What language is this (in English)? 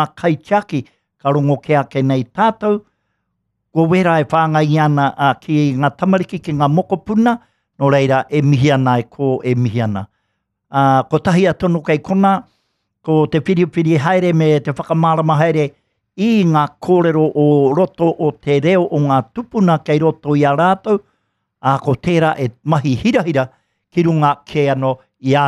Māori